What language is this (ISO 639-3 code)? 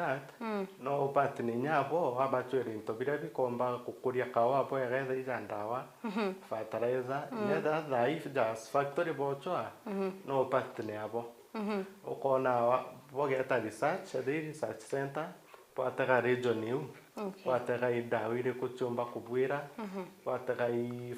mer